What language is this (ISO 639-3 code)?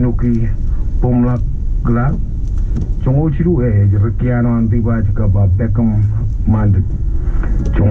mah